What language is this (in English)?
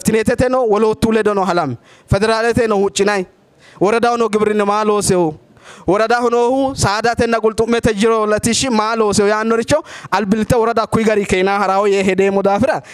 Sidamo